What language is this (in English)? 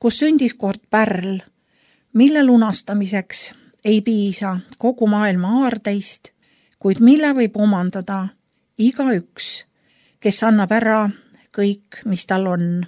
Estonian